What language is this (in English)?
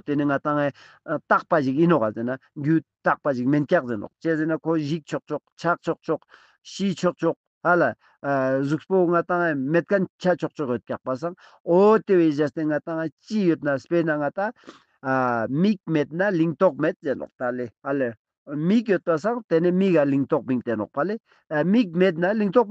Ladakhi